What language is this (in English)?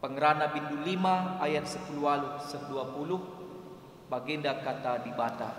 Batak Karo